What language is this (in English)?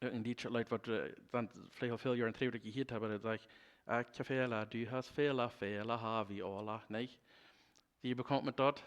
Plautdietsch